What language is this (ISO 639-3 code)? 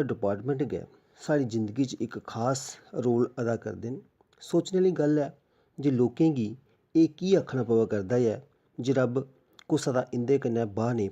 doi